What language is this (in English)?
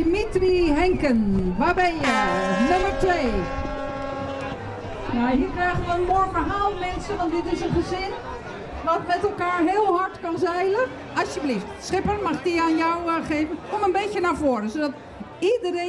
Dutch